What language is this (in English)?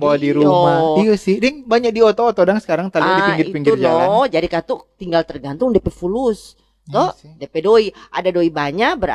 Manado Malay